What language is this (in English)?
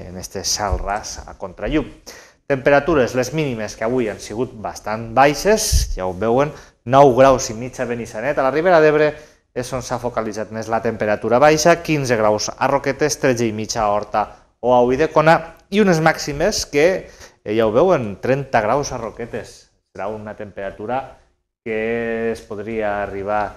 Catalan